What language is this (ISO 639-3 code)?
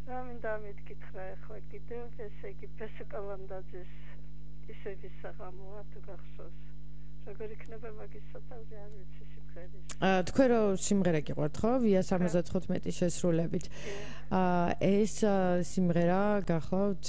kat